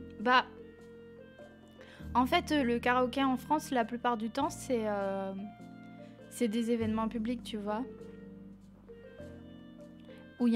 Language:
French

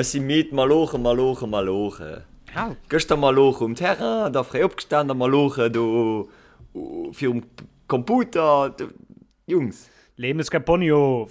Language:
Luxembourgish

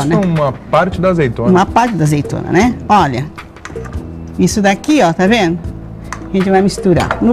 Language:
Portuguese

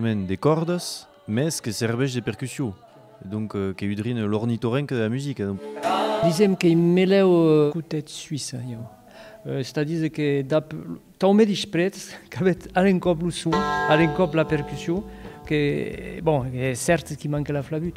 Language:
Occitan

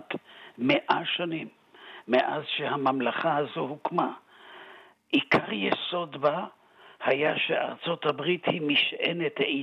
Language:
Hebrew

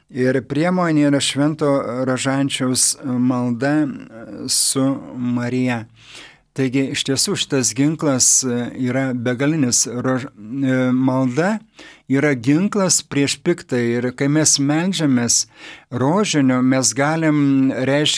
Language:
Lithuanian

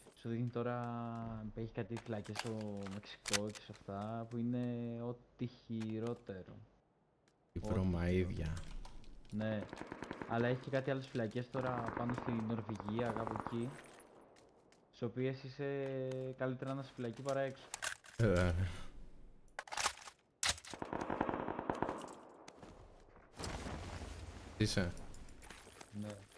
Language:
Greek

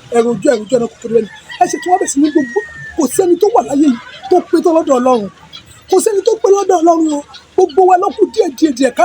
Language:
Yoruba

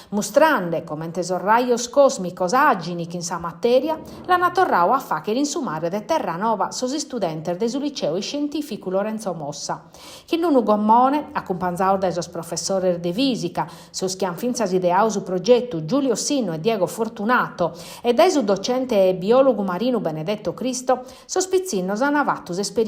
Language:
Sardinian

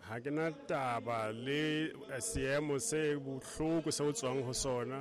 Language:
Southern Sotho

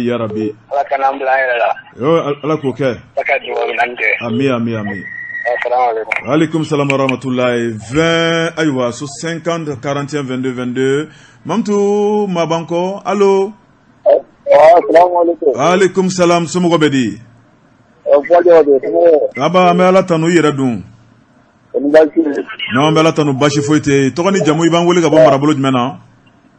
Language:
Bambara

